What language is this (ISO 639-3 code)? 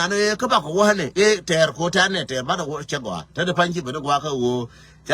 nus